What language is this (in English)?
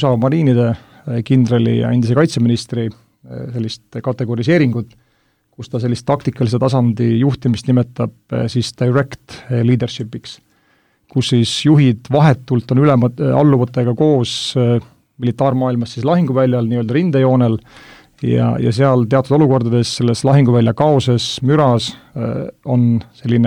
Estonian